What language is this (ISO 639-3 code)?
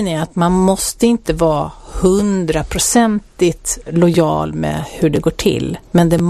swe